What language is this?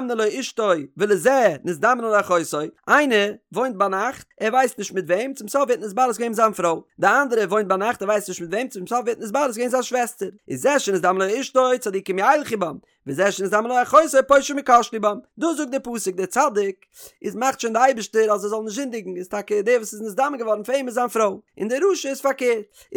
Yiddish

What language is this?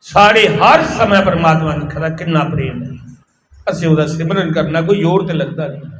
Dogri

